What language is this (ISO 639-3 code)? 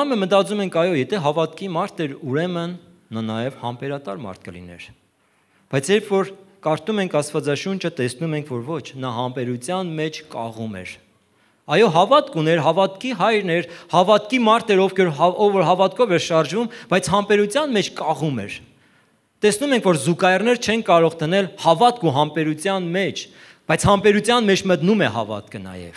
hye